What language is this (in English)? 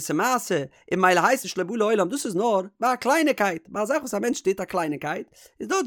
Yiddish